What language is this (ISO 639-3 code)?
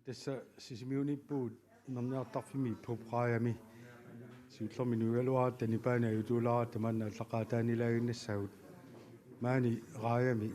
kal